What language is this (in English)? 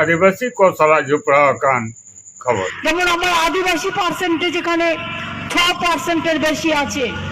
Santali